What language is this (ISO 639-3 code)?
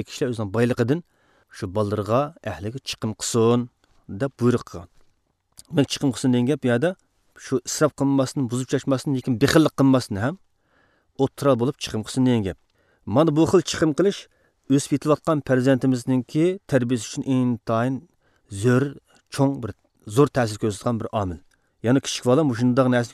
uig